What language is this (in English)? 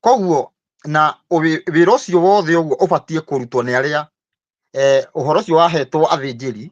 Kikuyu